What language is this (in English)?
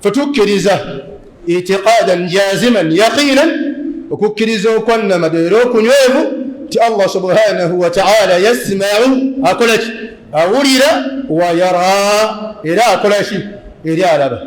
Ganda